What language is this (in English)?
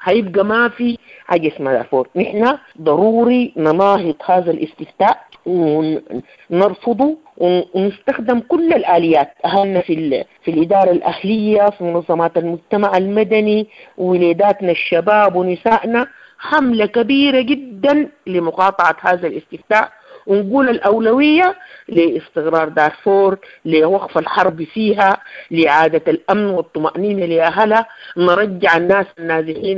Sudanese Arabic